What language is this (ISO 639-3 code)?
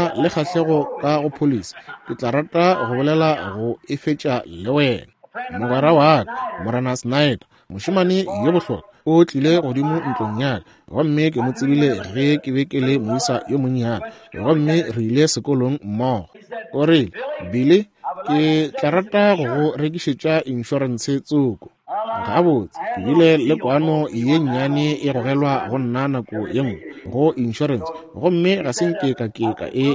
nso